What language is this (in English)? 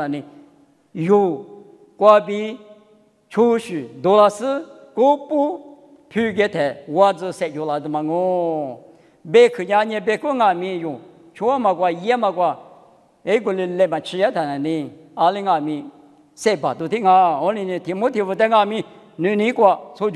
Lisu